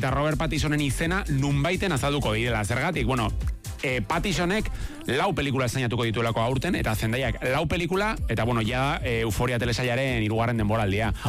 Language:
Basque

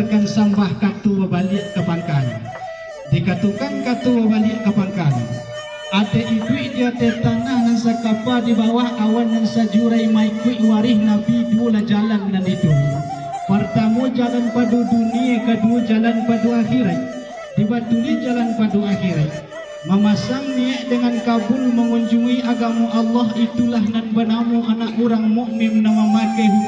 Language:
Minangkabau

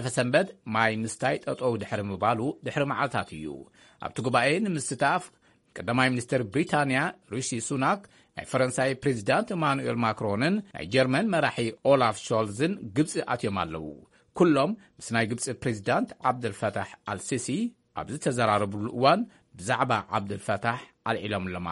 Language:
Tigrinya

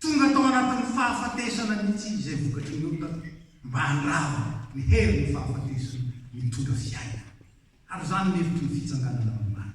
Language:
Malagasy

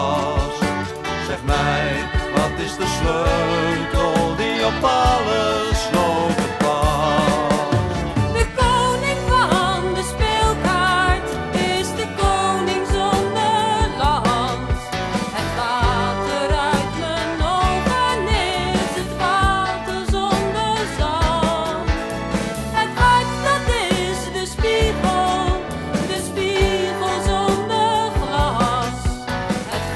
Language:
Dutch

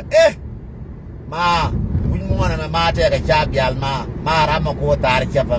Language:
Nuer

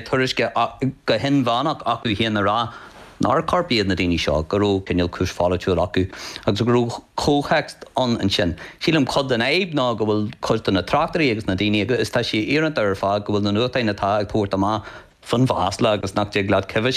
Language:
Irish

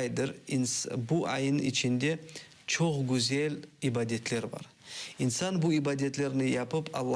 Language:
Crimean Tatar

